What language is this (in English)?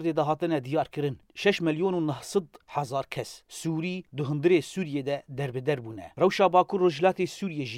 Kurdish